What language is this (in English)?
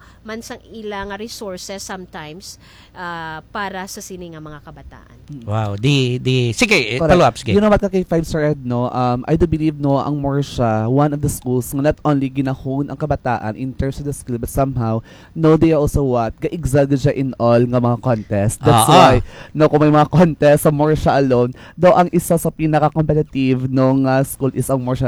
Hiligaynon